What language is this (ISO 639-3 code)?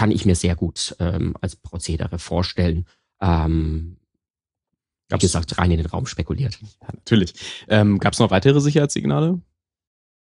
deu